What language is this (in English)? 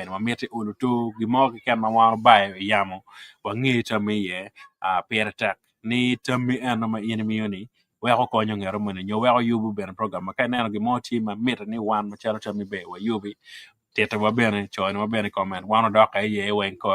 Acoli